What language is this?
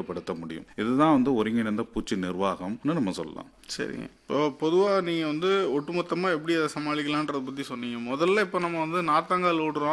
Tamil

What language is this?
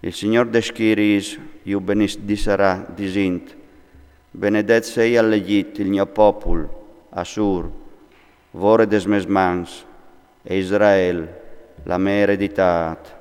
Friulian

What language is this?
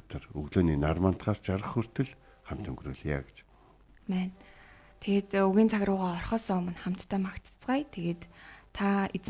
Mongolian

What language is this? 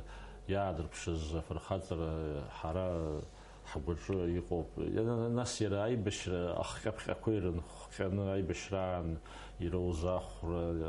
Abkhazian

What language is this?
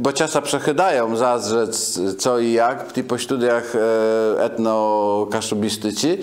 Kashubian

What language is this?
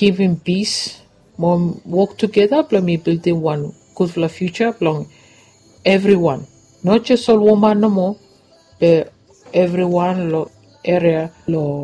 Bislama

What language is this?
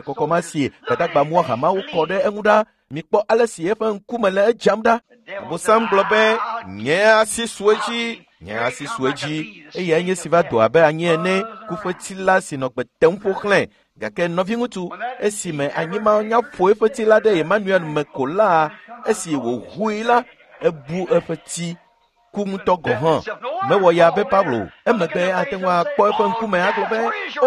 Ewe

